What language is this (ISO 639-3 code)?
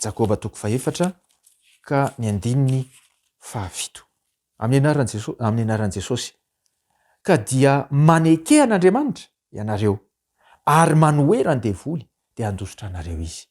mlg